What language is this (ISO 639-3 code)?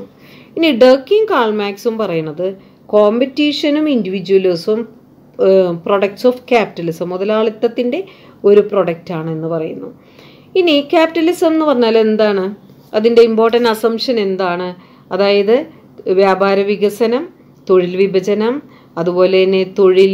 mal